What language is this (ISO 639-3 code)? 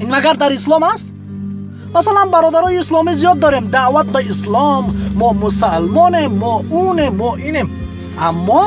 tgk